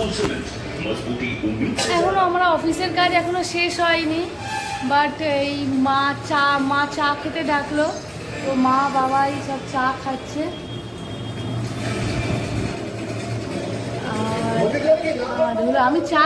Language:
Bangla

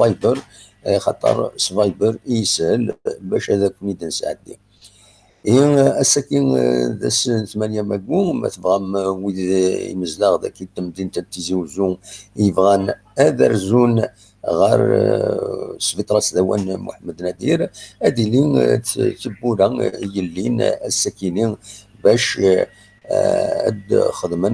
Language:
Kabyle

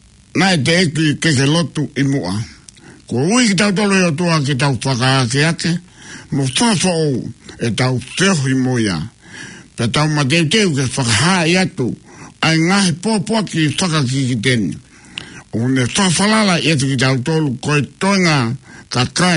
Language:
Tongan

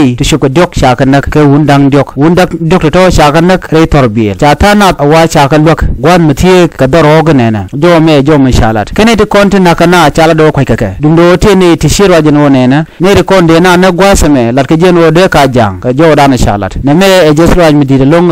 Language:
Nuer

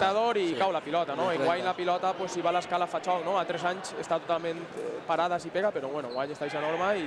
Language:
Catalan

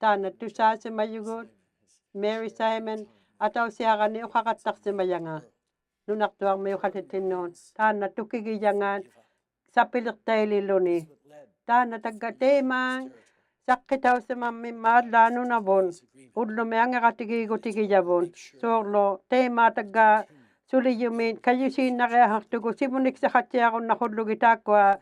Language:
Inuktitut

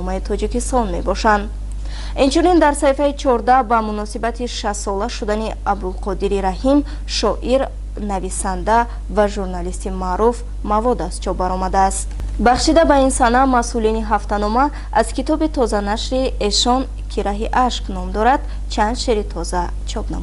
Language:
Tajik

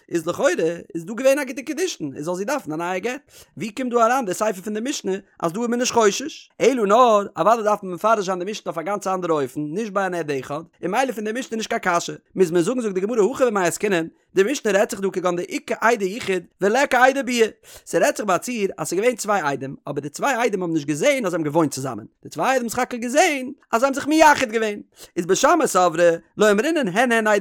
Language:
Yiddish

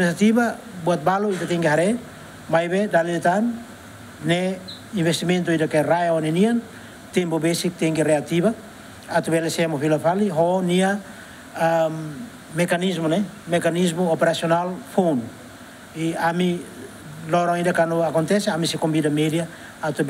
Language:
Tetum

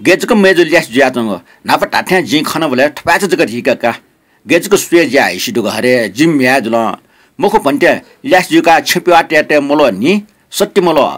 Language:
Newari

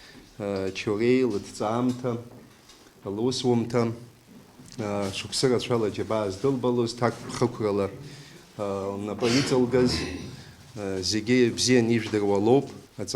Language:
Abkhazian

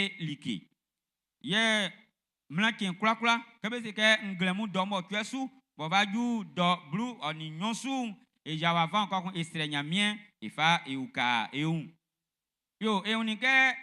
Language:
Baoulé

